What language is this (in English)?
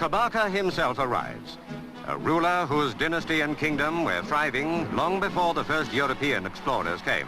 Acoli